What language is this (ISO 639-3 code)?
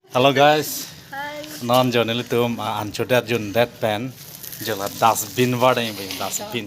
mjw